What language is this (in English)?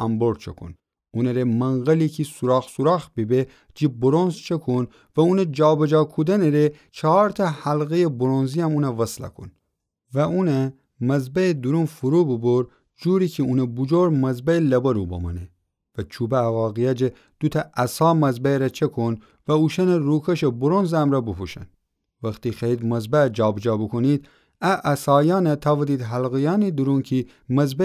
Gilaki